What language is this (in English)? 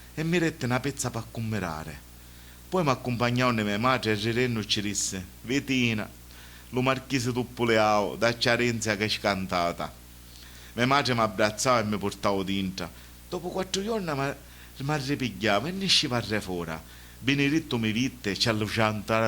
Sicilian